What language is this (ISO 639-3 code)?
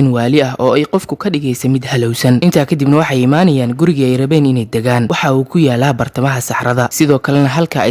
som